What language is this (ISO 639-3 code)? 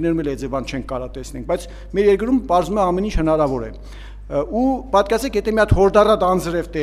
hye